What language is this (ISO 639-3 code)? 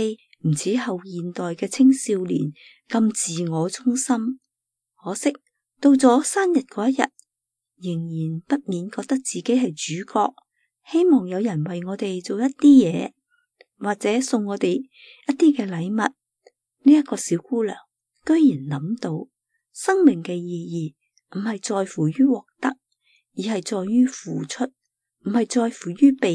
yue